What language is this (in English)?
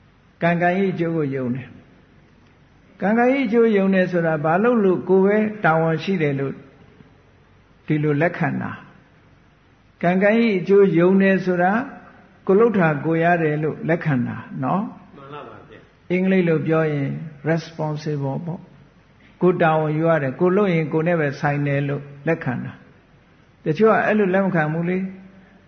Burmese